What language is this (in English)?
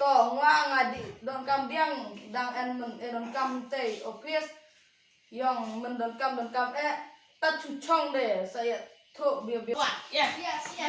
Khasi